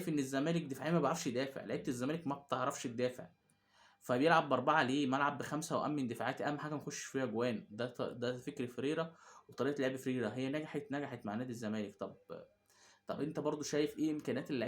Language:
Egyptian Arabic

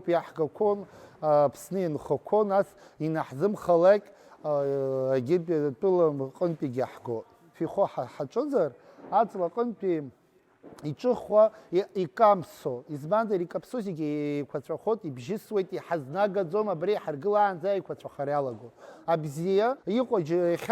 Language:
Abkhazian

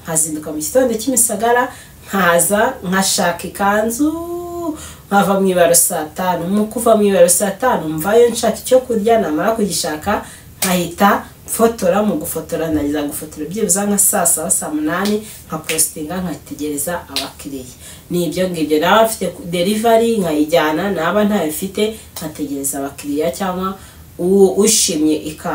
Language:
Kinyarwanda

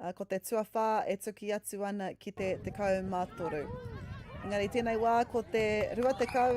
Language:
Māori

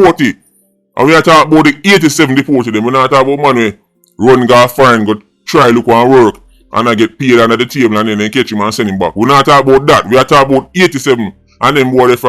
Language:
Jamaican Creole English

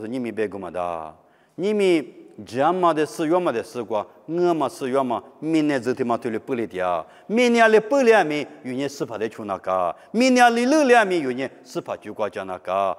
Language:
Lisu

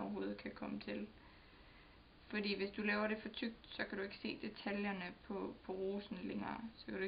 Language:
Danish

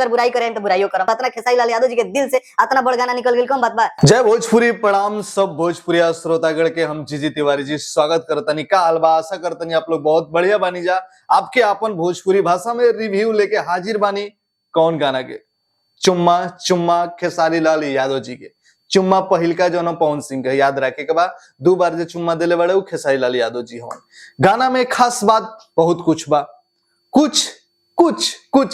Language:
Bhojpuri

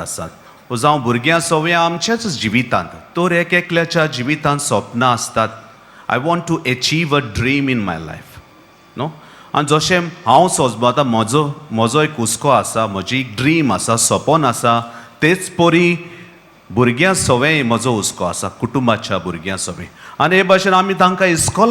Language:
Konkani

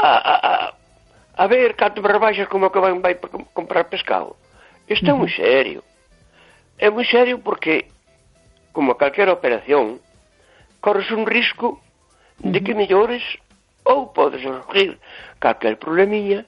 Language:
Galician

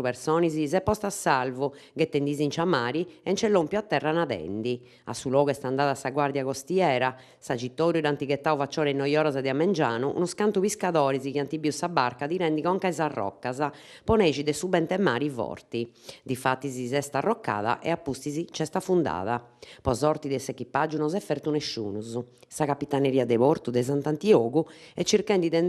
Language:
Sardinian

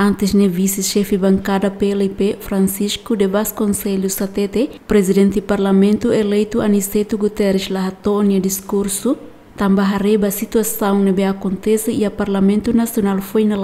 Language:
Tetum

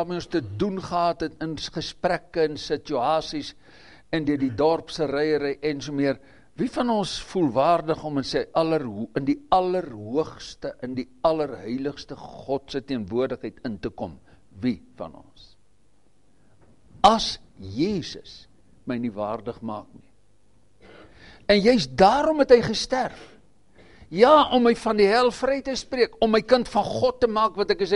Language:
Afrikaans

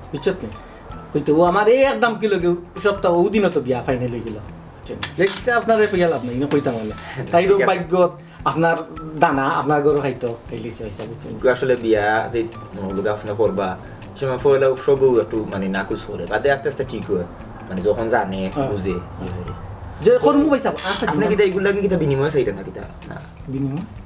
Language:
Sylheti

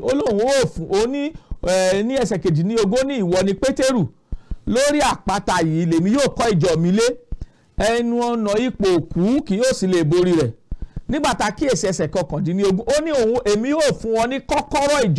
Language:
Yoruba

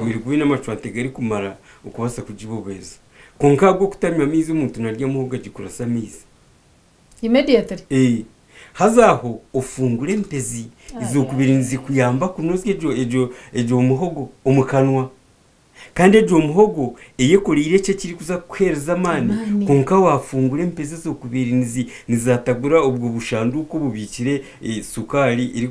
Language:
Nyankole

